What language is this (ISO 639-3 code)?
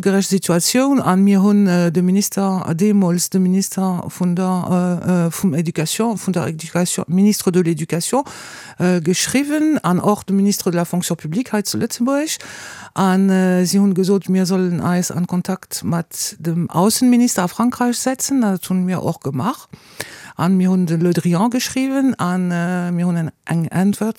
ltz